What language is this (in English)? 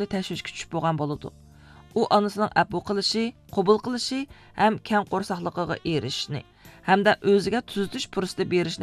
Uyghur